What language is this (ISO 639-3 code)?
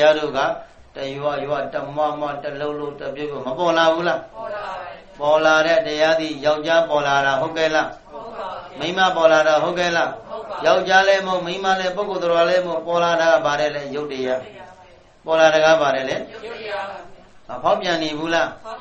mya